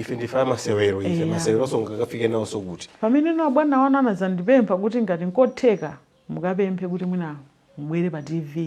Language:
Nyanja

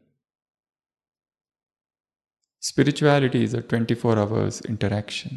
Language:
Hindi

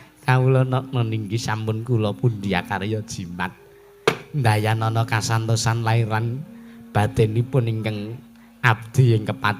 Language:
Javanese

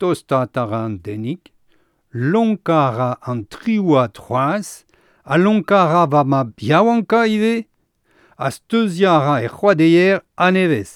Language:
Breton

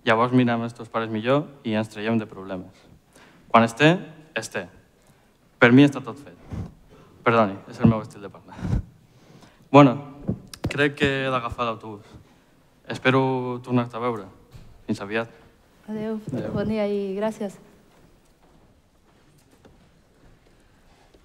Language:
Catalan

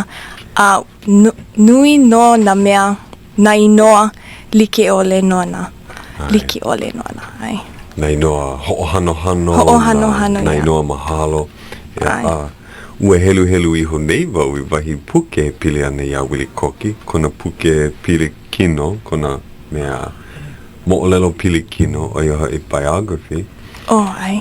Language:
Hawaiian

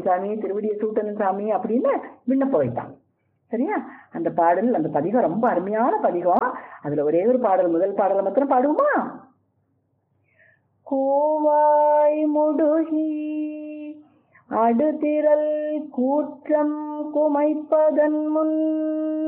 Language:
Tamil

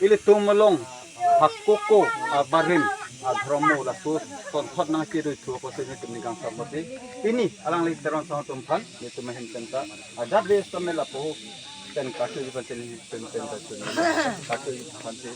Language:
Karbi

